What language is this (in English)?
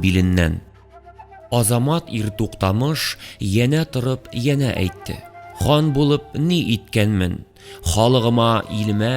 Tatar